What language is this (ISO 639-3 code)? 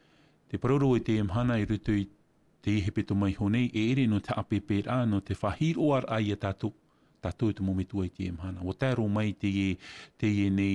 tah